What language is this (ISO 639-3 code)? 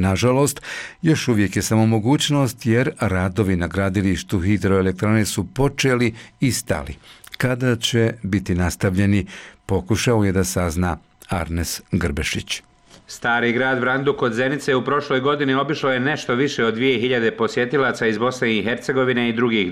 bos